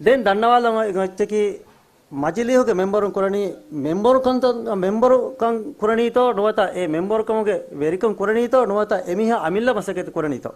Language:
Divehi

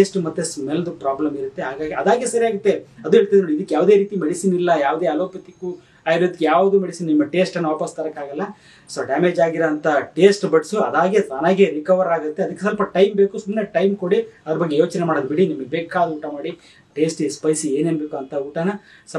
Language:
Kannada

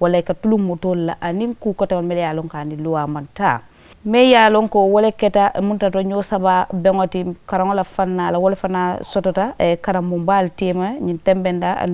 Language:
Mandingo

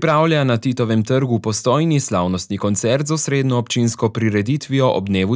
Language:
Slovenian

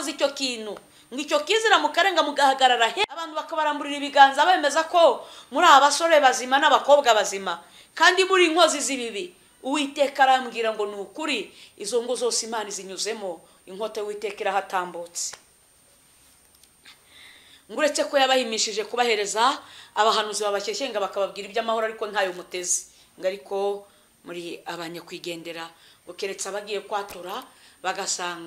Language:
Kinyarwanda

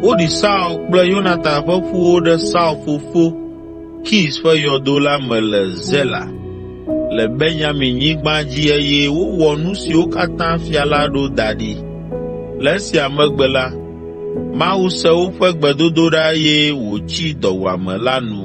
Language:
Ewe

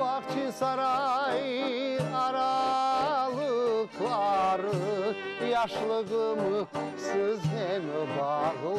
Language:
Crimean Tatar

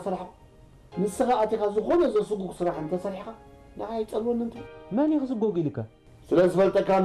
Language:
Tigrinya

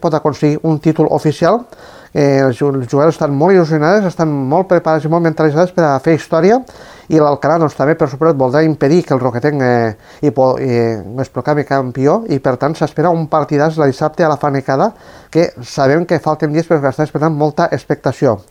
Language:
Catalan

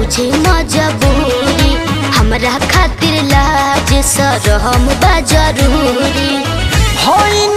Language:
Bhojpuri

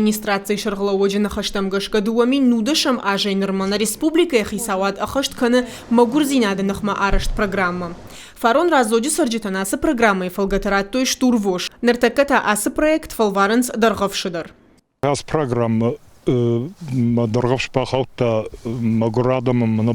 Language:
Ossetic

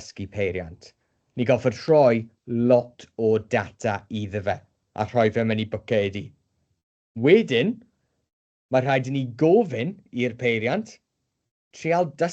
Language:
Welsh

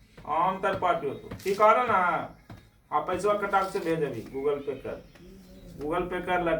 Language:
Magahi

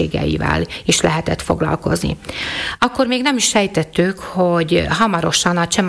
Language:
Hungarian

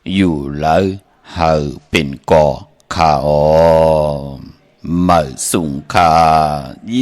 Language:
Shan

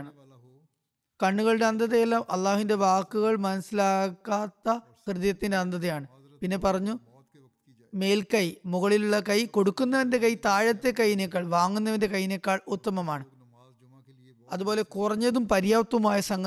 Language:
Malayalam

